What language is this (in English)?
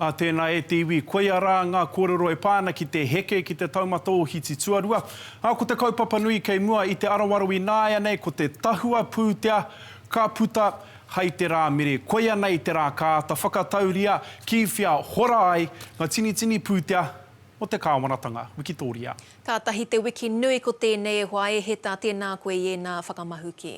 Māori